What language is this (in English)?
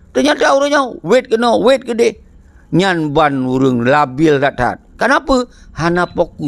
Achinese